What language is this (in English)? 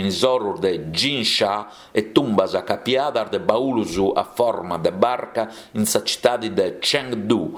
Sardinian